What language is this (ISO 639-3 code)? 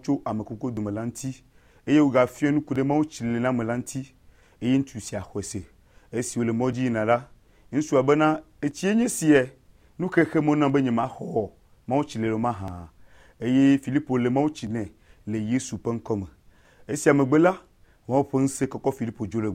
ewe